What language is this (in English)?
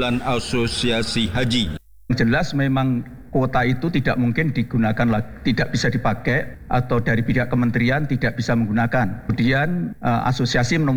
Indonesian